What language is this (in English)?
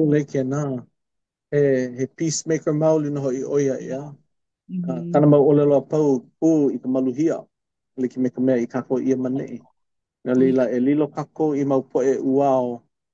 Hawaiian